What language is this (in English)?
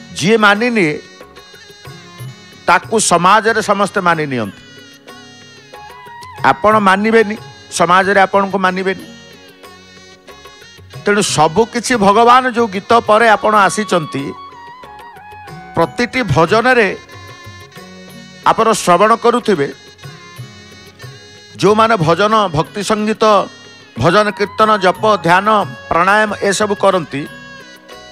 Odia